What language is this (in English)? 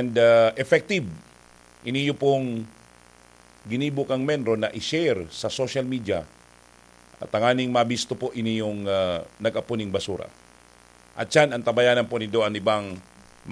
Bikol